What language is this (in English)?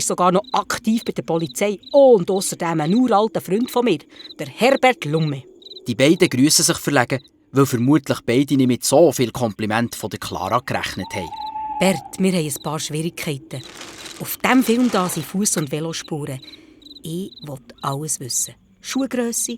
Swiss German